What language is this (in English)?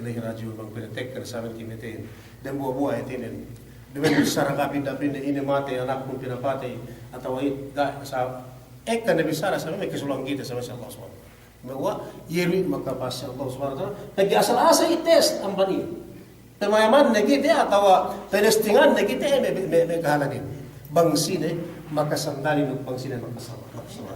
Yakan